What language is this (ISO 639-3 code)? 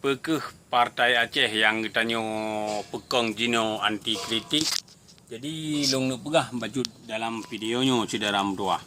ace